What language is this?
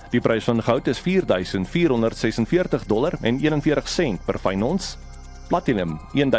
Afrikaans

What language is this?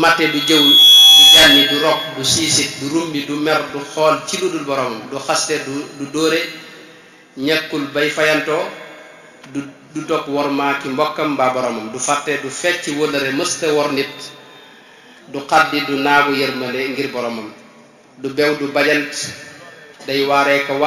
Wolof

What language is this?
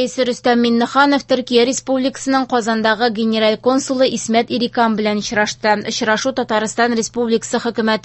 Tatar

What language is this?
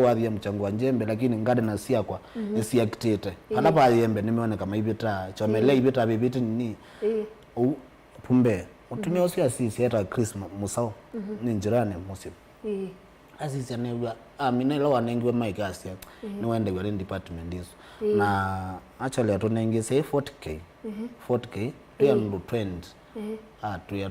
Kamba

